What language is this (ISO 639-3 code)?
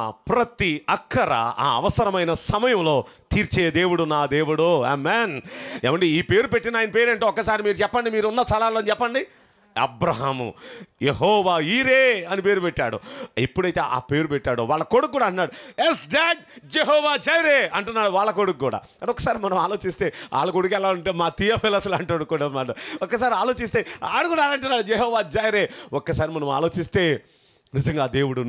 tel